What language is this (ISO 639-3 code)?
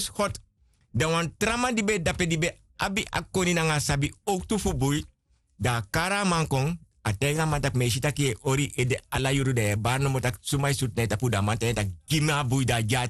srn